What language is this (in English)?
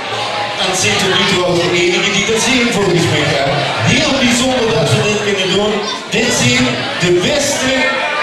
Limburgish